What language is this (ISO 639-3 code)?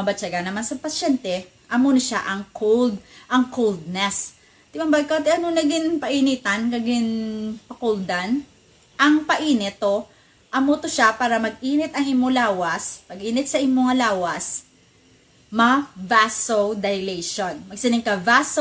hil